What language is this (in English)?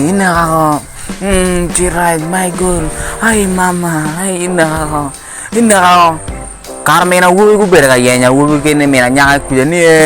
Acoli